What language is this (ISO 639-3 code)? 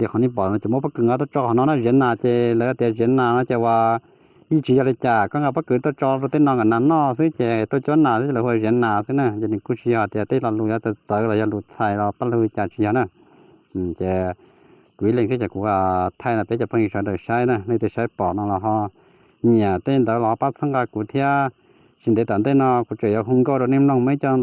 hmn